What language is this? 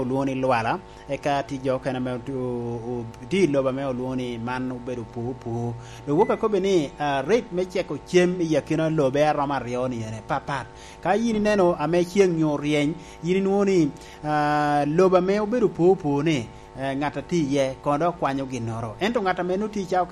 Lango (Uganda)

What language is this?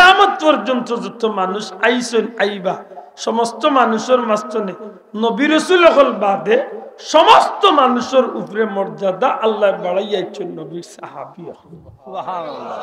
Sylheti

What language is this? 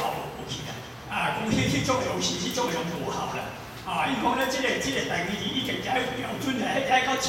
Min Nan Chinese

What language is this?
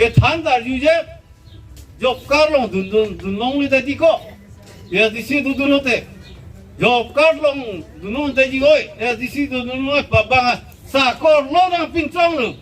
Karbi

